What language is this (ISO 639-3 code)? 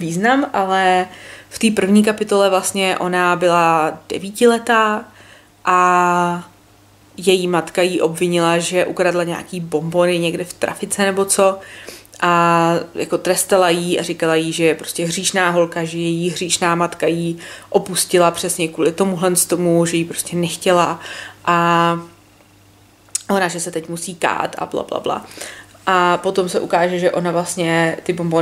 ces